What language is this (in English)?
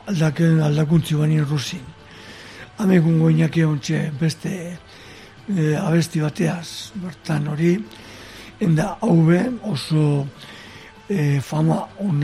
Basque